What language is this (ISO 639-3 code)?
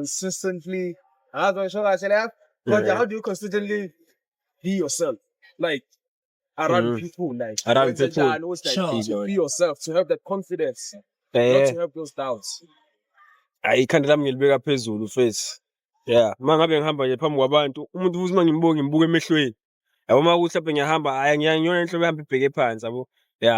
zul